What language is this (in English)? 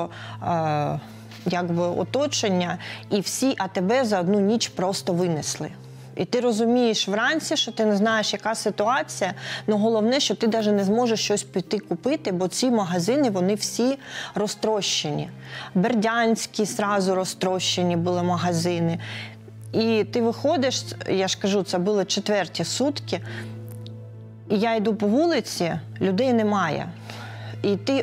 Ukrainian